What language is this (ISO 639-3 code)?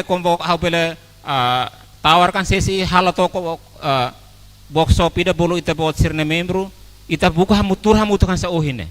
tet